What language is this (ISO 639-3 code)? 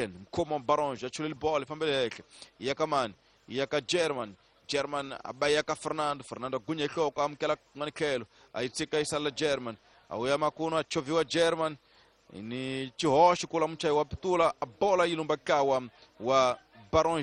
tso